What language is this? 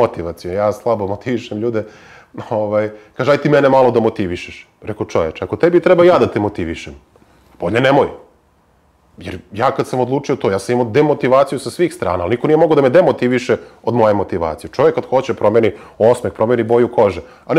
Serbian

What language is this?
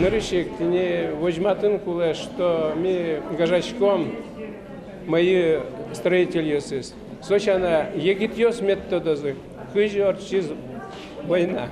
Udmurt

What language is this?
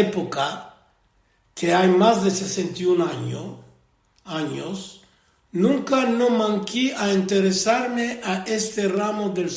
Ladino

